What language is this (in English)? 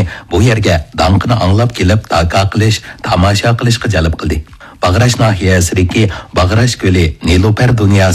Uyghur